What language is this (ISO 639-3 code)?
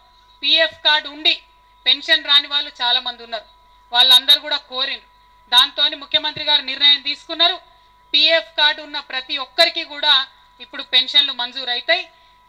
tel